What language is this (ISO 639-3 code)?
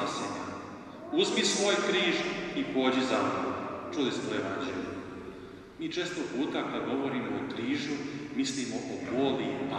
hrv